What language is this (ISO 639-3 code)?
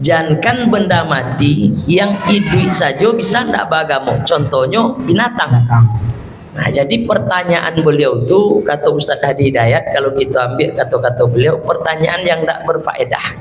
min